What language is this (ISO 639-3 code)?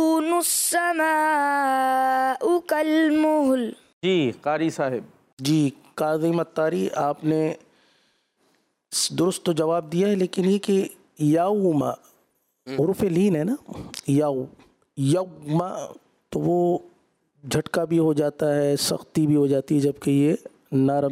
urd